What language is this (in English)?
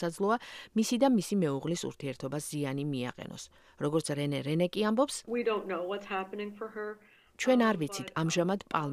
Georgian